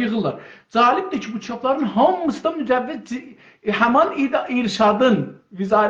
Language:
South Azerbaijani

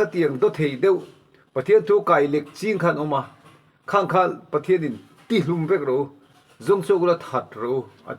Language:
Mizo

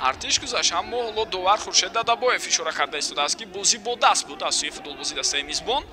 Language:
Tajik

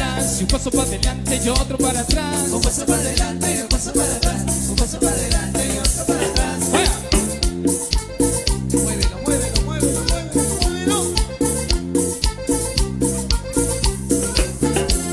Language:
Spanish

